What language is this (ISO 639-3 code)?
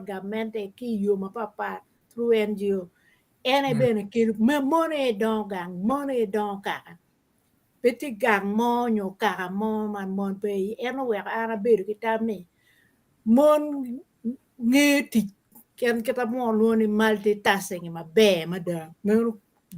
ach